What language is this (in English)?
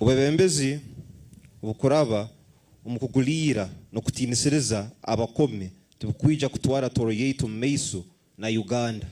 Nyankole